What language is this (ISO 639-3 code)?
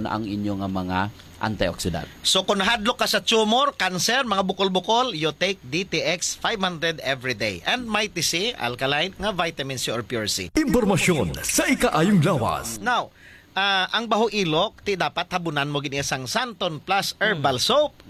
hil